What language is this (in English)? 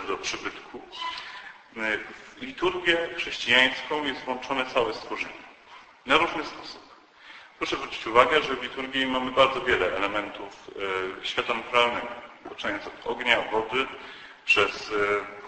Polish